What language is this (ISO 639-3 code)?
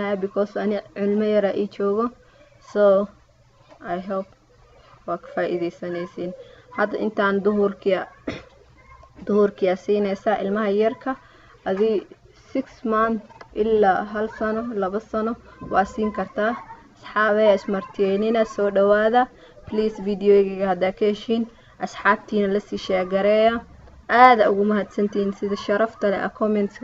som